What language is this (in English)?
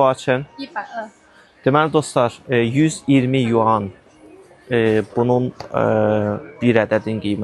Azerbaijani